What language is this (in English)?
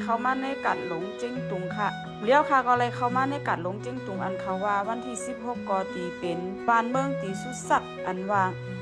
Shan